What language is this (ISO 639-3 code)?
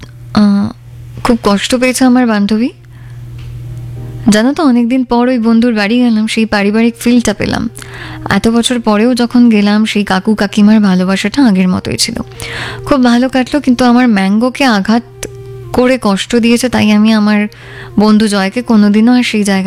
ben